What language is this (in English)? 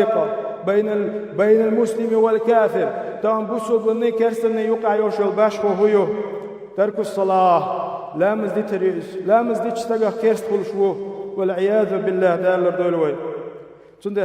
Chechen